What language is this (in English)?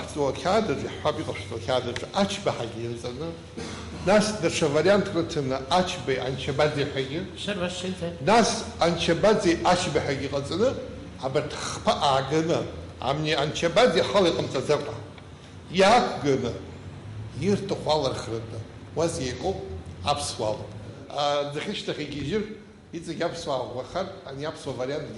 Abkhazian